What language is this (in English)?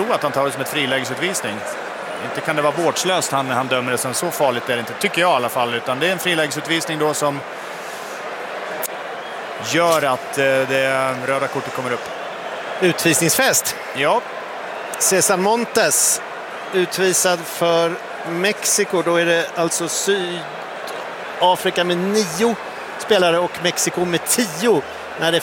Swedish